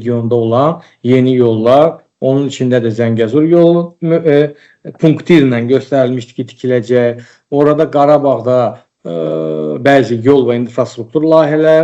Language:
Azerbaijani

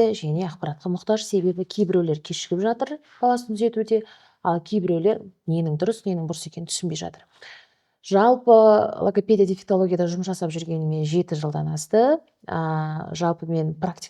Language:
Kazakh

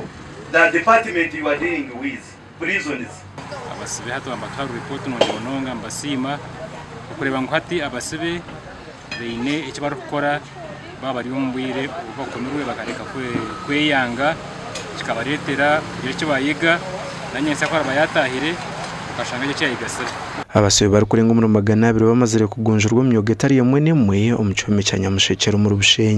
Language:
Nyankole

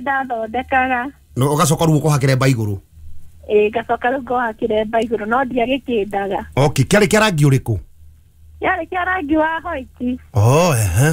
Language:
Kikuyu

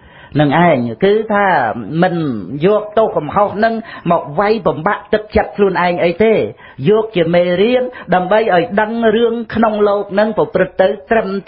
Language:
Khmer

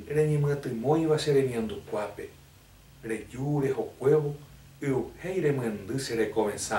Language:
Guarani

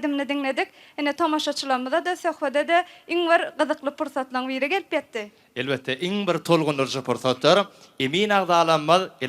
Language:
Turkmen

